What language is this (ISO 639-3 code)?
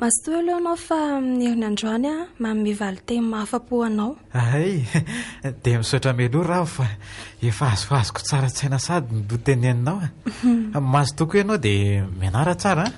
mlg